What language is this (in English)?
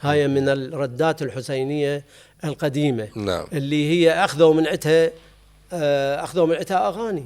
Mesopotamian Arabic